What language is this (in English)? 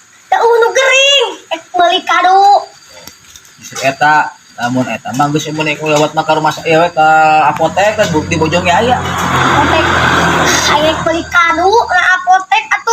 Sundanese